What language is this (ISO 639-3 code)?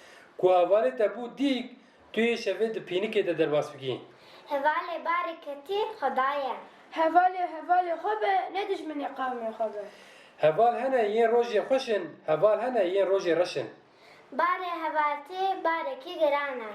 kur